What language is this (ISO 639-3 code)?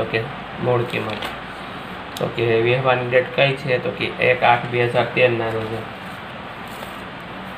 guj